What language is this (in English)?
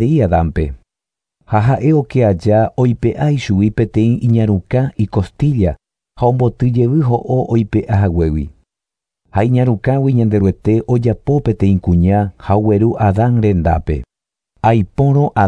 Guarani